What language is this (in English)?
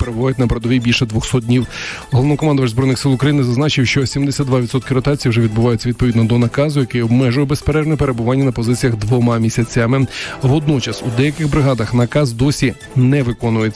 Ukrainian